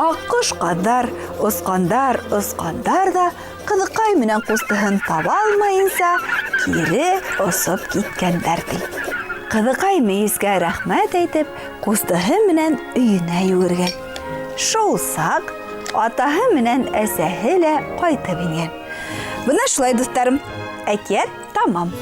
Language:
Bashkir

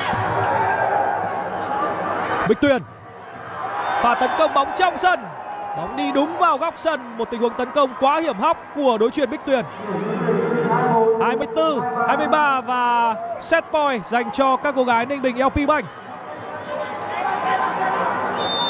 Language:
Vietnamese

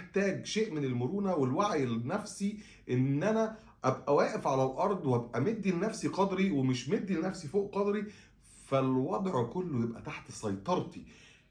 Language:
Egyptian Arabic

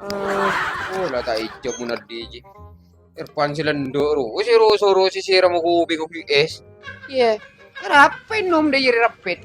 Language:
Madurese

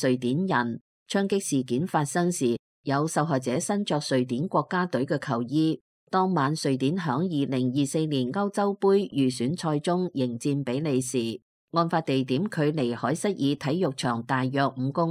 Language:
Cantonese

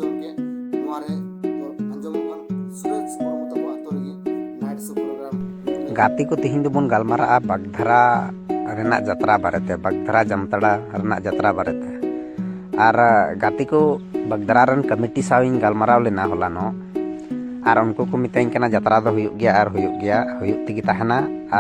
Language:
Santali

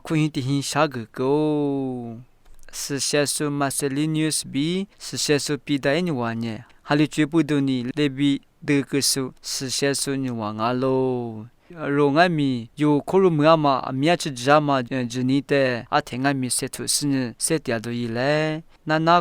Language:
Lisu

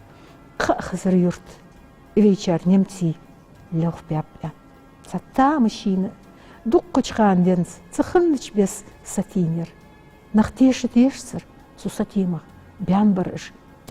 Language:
Ingush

